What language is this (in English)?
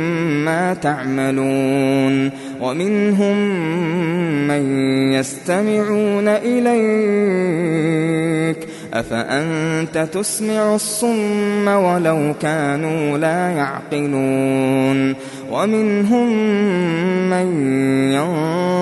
Arabic